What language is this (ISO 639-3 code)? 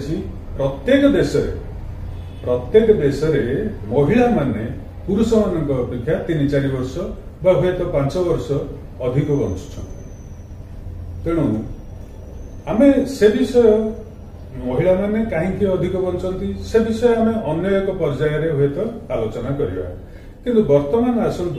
ori